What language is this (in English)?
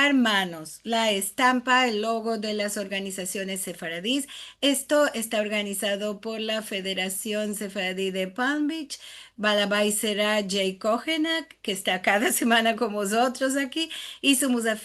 Ladino